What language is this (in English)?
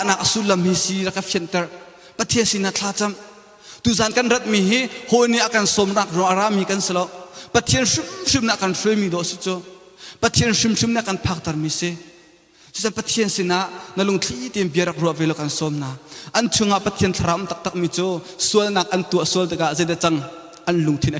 Hakha Chin